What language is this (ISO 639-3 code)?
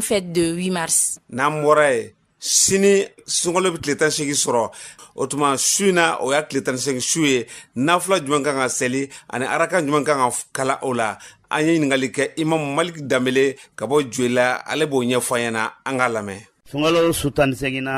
bam